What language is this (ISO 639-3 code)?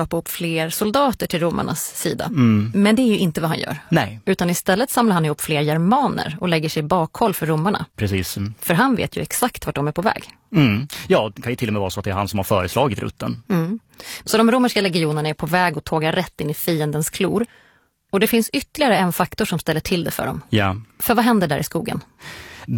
swe